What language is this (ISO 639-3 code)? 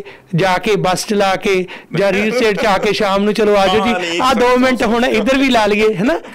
pan